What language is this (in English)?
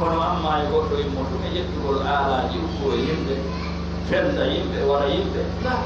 Pular